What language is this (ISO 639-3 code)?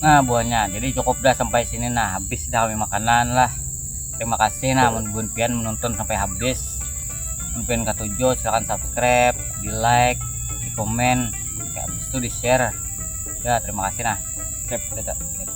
bjn